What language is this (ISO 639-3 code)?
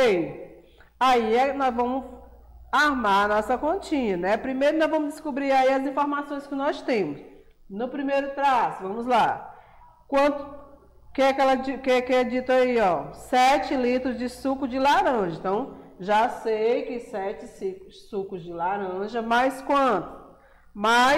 por